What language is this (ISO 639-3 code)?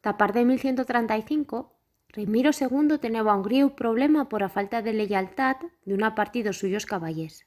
arg